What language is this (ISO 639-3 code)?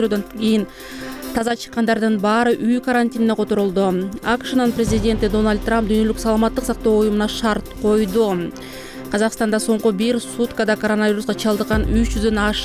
kir